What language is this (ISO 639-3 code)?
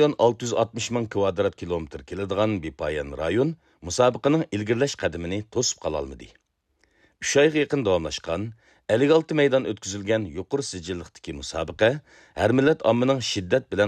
uig